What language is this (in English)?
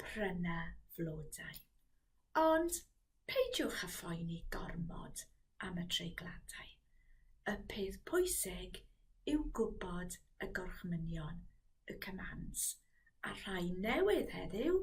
Welsh